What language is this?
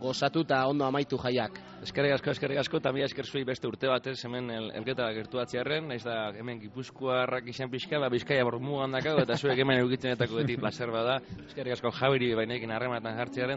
Basque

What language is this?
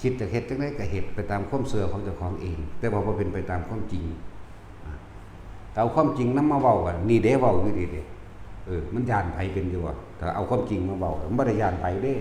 Northeastern Thai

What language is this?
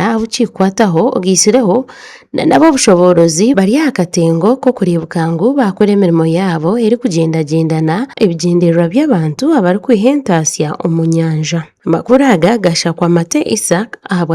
Nyankole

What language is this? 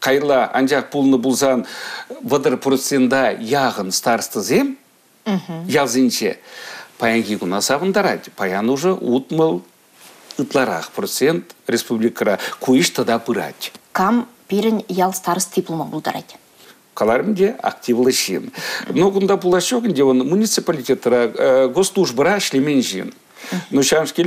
Chuvash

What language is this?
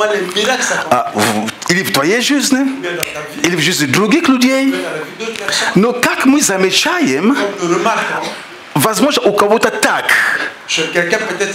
Russian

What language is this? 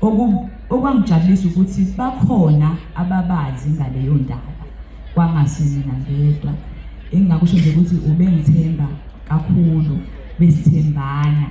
Zulu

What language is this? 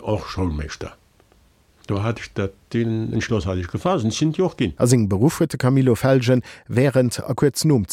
Luxembourgish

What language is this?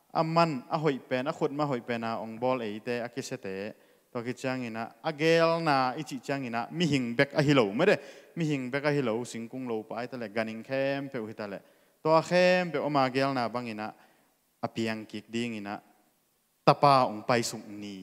Tedim Chin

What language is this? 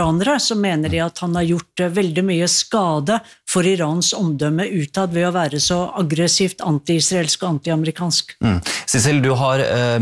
Norwegian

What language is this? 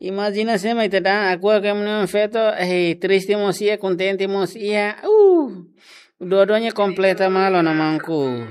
Tetum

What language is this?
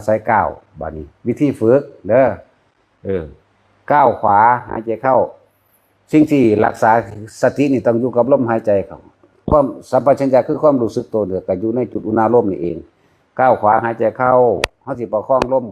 Northeastern Thai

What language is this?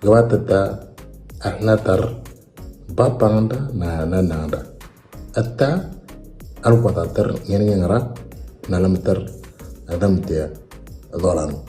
Moro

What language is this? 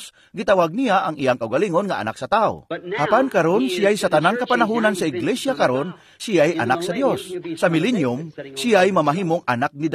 Cebuano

